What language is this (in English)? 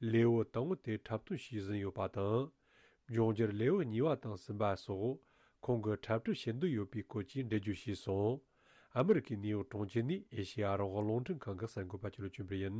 Tibetan